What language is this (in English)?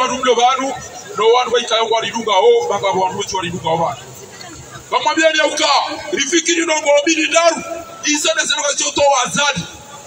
Swahili